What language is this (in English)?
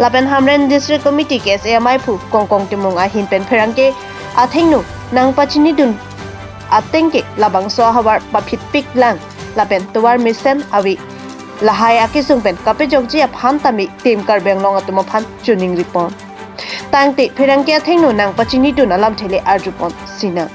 Karbi